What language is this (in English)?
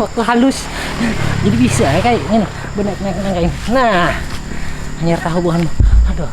Banjar